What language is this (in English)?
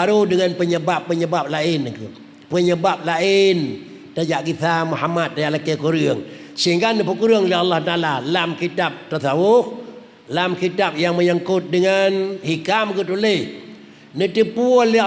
Achinese